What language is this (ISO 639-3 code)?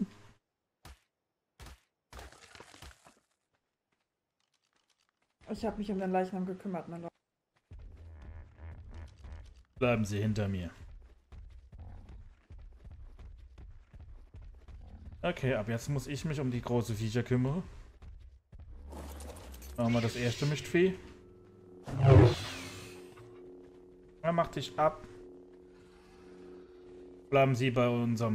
deu